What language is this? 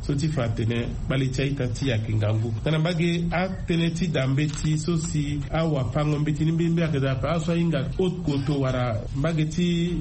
Sango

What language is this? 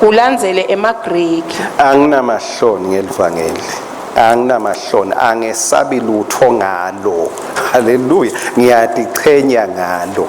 Swati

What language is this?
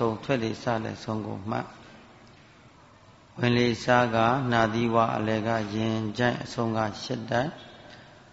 Burmese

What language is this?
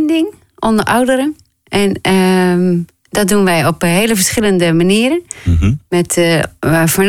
Dutch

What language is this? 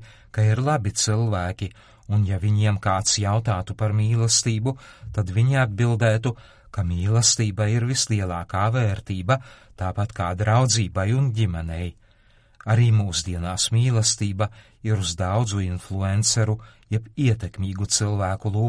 Latvian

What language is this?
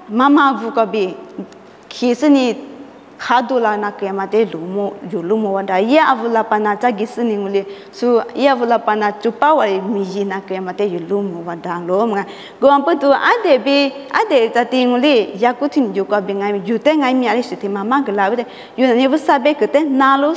Lisu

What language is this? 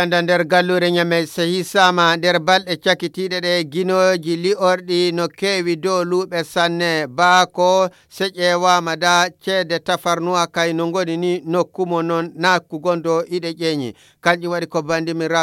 Nigerian Fulfulde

